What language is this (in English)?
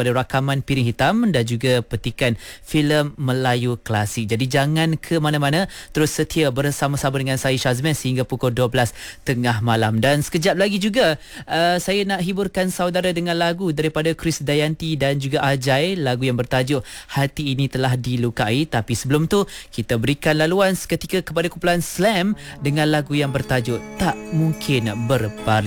Malay